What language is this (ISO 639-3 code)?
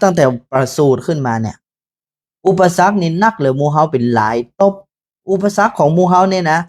nod